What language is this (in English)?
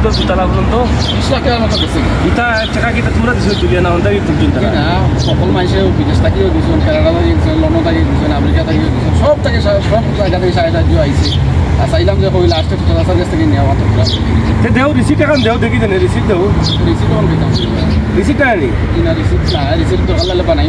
Sylheti